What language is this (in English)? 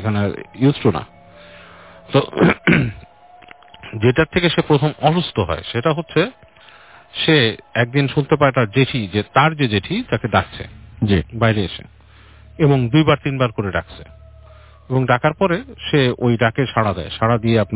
Bangla